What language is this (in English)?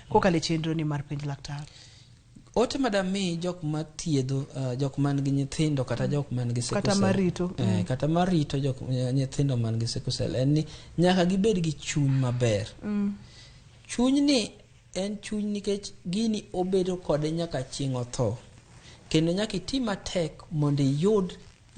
Luo (Kenya and Tanzania)